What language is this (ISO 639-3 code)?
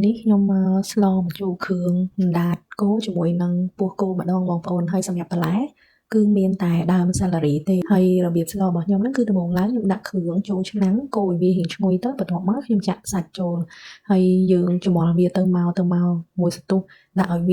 khm